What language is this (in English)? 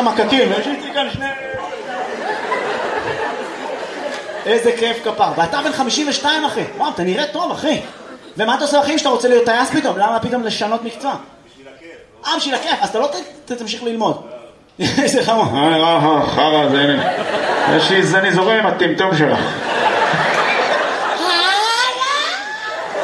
Hebrew